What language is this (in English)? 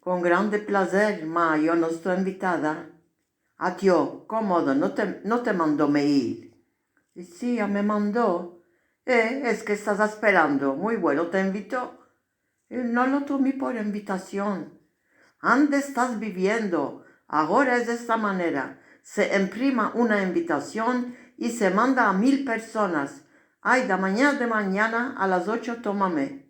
Ladino